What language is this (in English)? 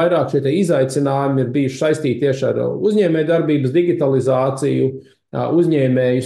Latvian